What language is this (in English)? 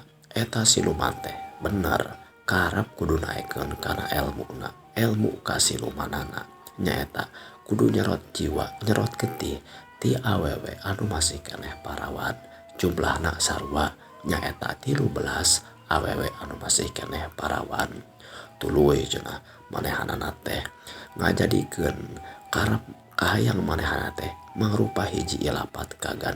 Sundanese